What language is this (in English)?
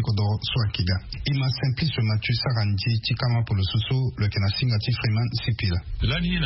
Sango